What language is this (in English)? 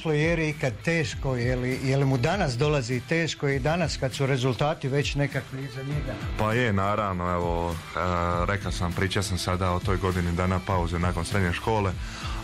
Croatian